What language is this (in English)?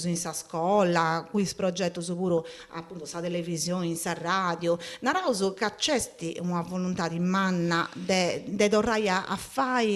Sardinian